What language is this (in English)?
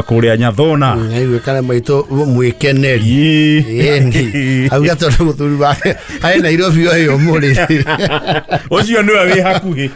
Kikuyu